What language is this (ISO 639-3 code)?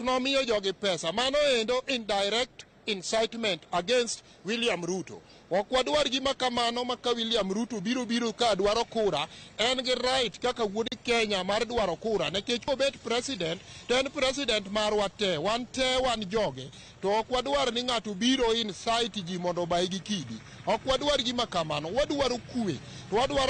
luo